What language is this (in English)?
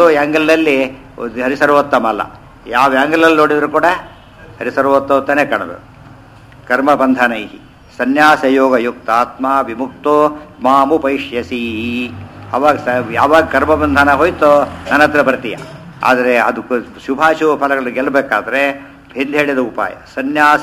Kannada